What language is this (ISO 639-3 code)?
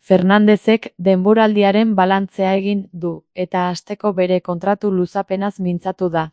eus